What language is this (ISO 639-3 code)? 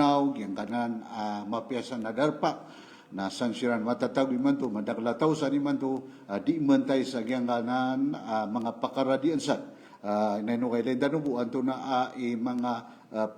mrw